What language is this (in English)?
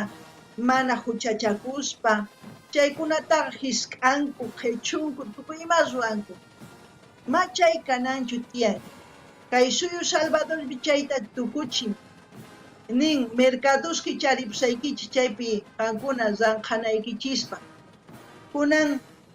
South Bolivian Quechua